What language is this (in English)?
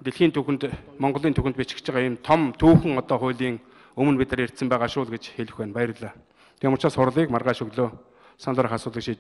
Mongolian